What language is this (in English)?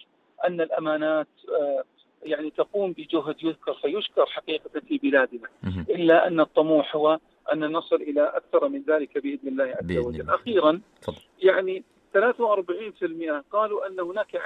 Arabic